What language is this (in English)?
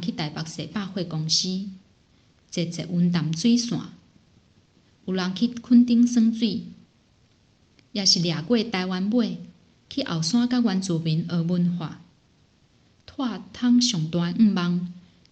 Min Nan Chinese